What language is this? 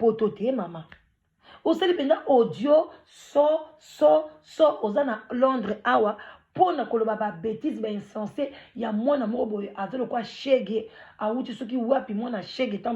Lingala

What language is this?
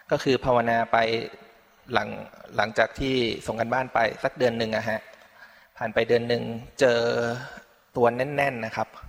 Thai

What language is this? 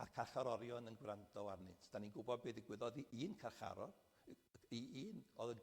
Welsh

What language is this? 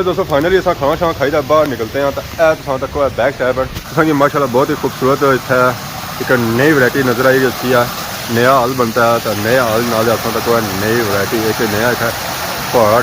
Pahari-Potwari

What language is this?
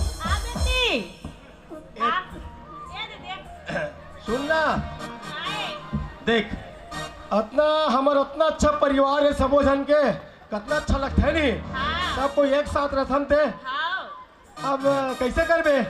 Chhattisgarhi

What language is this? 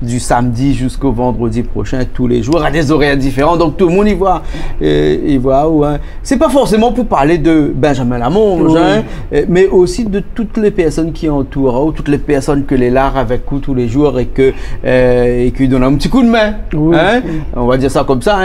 Réunion Creole French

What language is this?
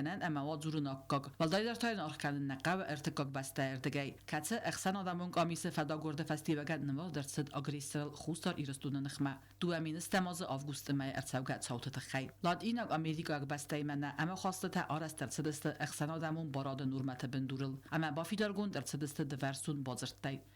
Ossetic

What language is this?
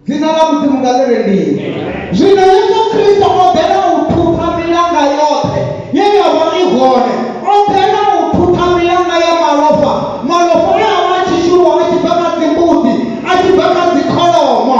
Venda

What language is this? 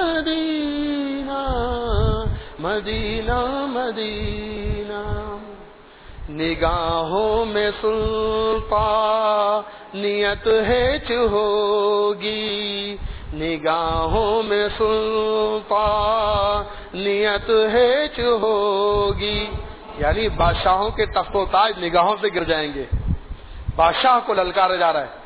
Urdu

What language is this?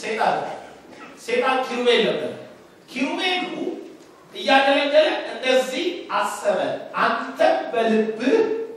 Amharic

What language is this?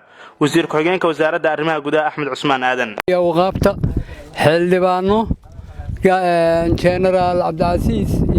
Somali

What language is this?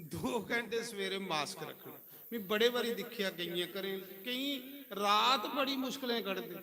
Dogri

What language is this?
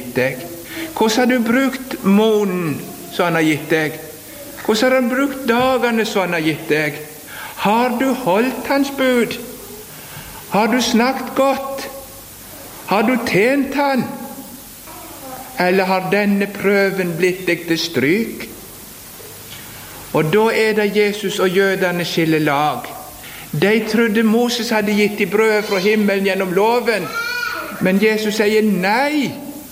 Norwegian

